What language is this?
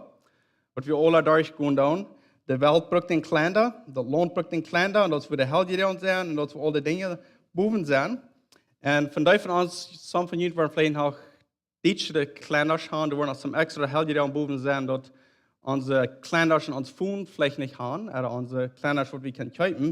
Plautdietsch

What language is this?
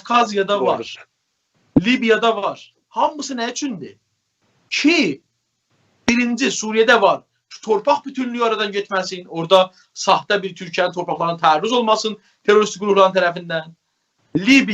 South Azerbaijani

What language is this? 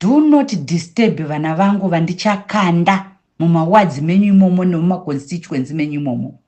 Shona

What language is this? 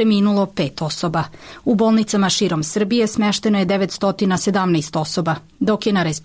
Serbian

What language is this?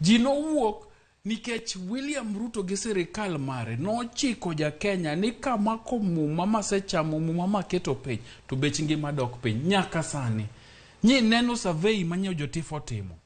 Luo (Kenya and Tanzania)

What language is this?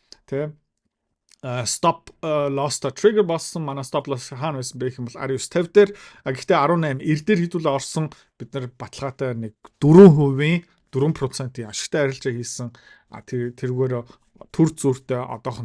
Mongolian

